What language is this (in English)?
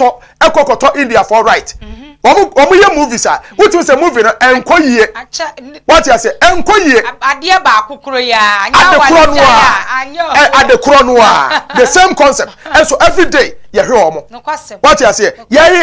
Akan